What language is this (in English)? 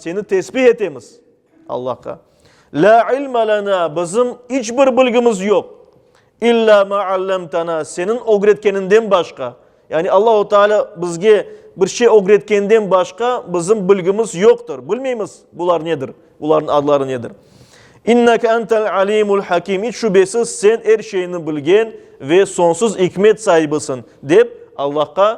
Crimean Tatar